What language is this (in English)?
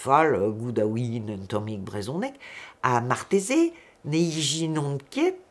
Breton